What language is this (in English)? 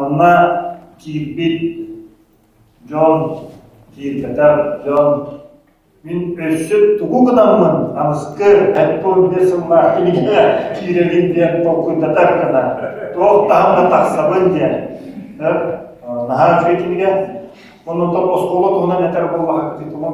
Yakut